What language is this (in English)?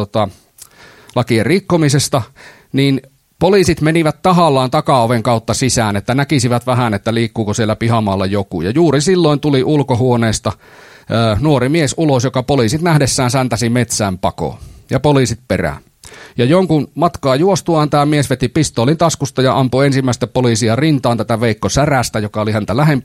Finnish